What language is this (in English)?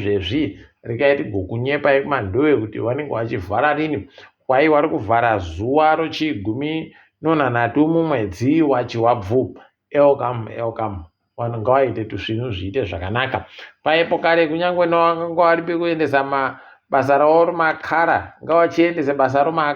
Ndau